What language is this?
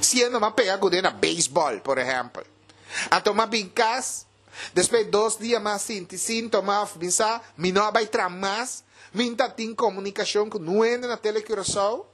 Papiamento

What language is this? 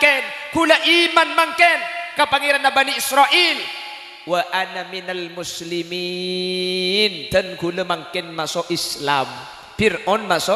Madurese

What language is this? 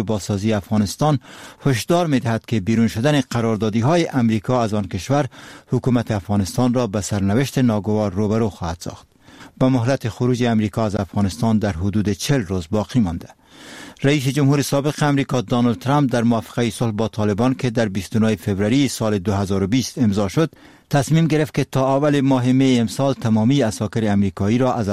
Persian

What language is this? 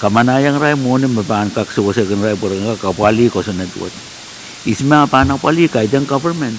Pohnpeian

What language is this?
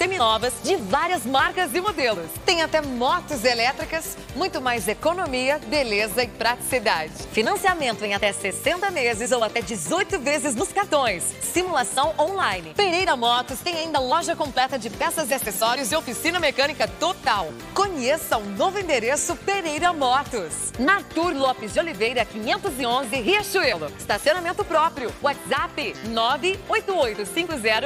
Portuguese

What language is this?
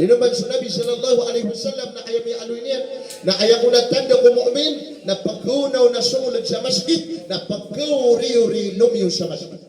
Maranao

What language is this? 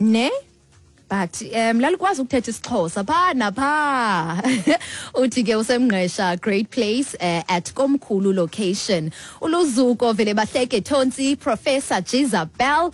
Xhosa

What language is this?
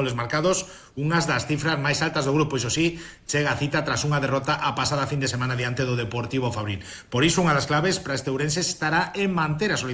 Galician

